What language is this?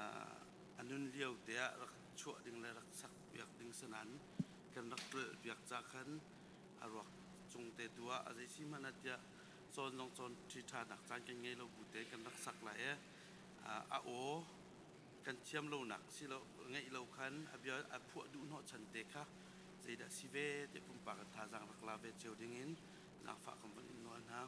Hakha Chin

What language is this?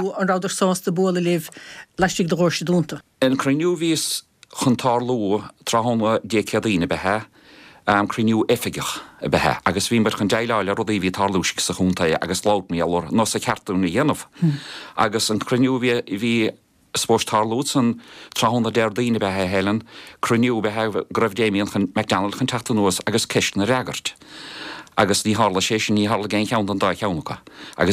Irish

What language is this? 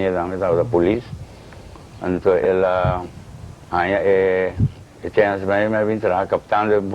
Papiamento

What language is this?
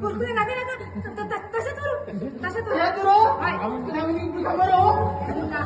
Konkani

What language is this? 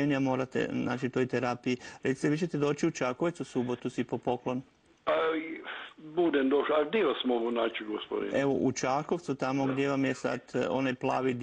Croatian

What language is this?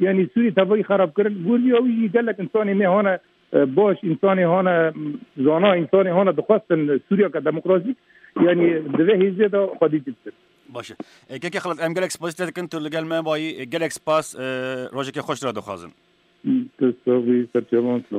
Kurdish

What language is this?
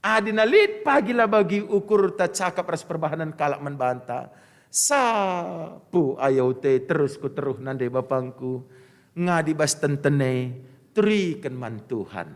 Batak Karo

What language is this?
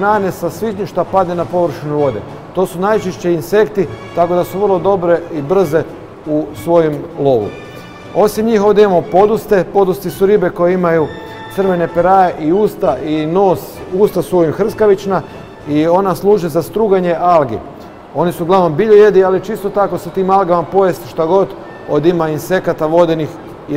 Croatian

